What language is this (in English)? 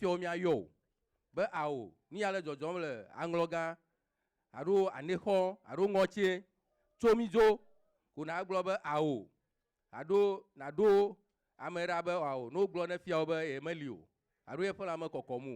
Ewe